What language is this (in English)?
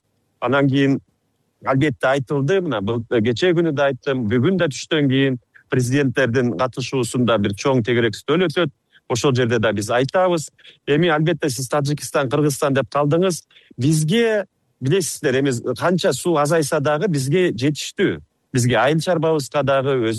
Kyrgyz